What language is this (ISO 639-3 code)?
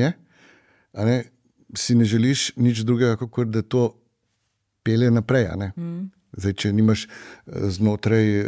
slv